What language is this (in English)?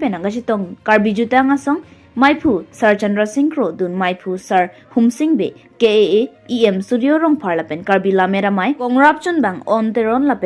Karbi